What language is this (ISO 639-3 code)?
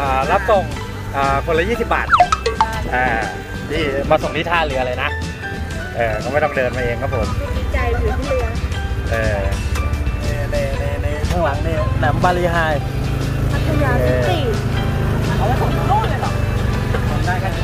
tha